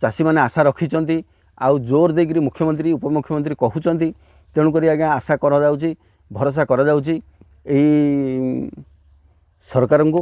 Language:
Odia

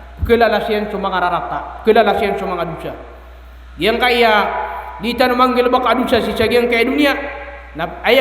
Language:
Maranao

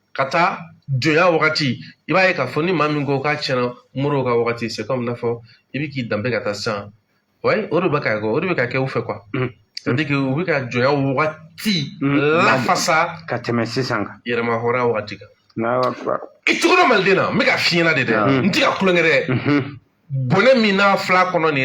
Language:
Bambara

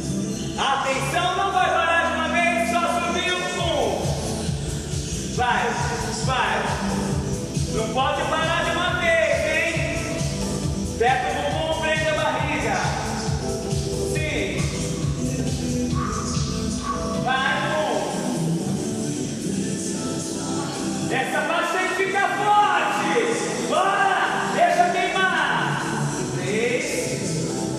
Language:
Portuguese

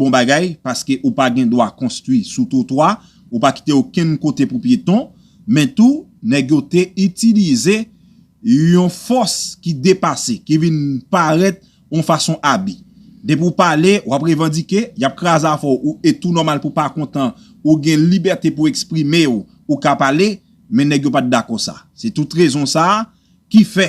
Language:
Haitian Creole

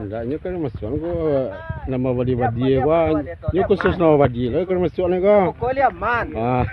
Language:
Minangkabau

